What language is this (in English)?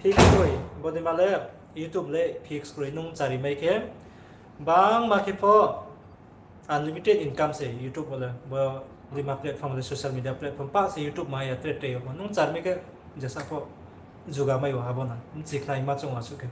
Riang (India)